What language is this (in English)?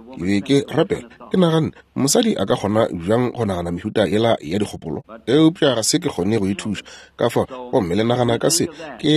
Northern Sotho